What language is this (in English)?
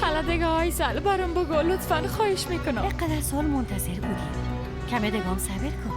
Persian